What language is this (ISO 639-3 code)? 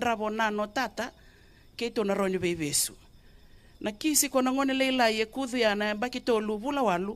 fij